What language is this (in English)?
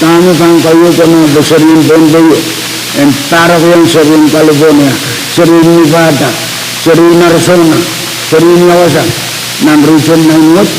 Pohnpeian